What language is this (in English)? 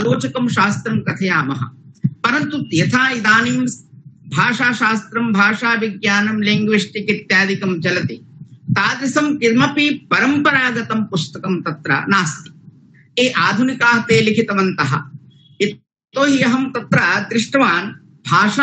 Sanskrit